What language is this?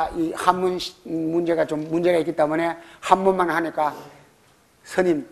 Korean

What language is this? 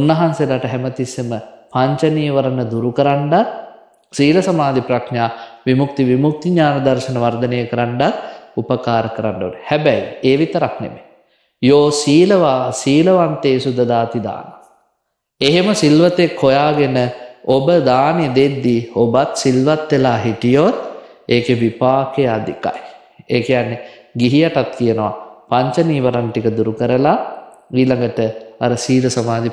Sinhala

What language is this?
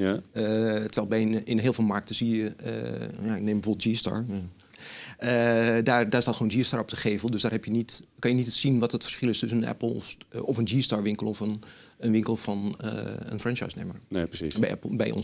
Dutch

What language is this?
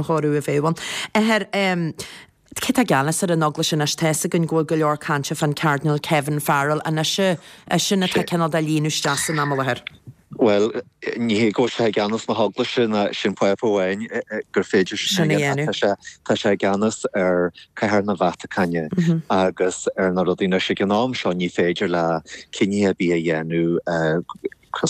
Irish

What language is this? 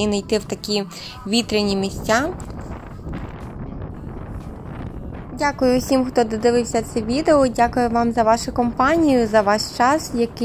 Ukrainian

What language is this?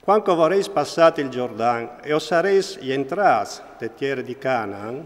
Friulian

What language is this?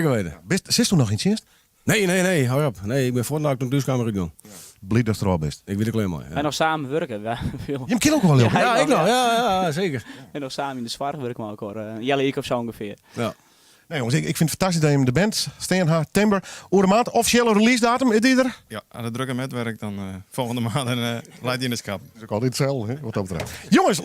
Western Frisian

